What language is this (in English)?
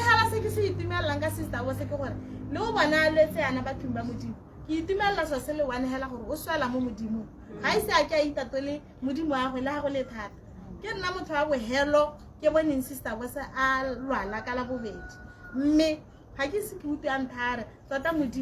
Tswana